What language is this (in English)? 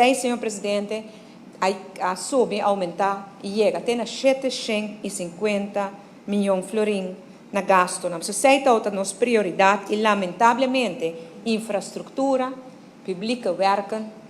Papiamento